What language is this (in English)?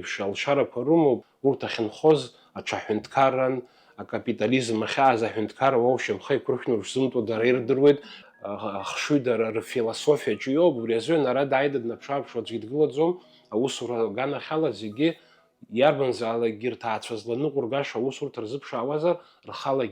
Abkhazian